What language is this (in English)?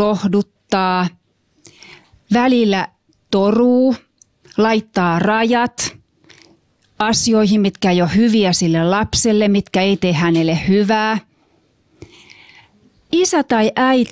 Finnish